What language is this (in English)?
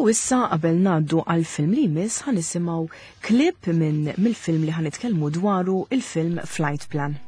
Maltese